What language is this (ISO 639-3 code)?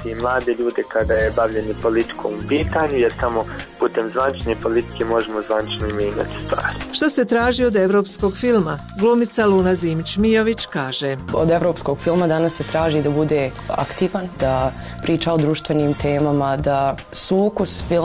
bos